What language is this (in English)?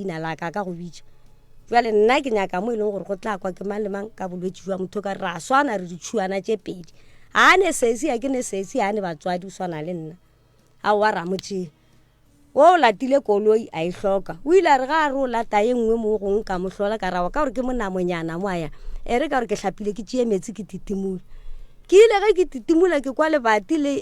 Northern Sotho